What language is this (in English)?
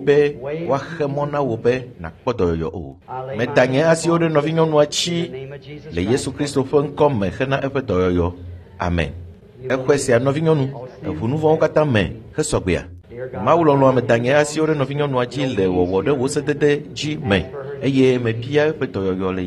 Ewe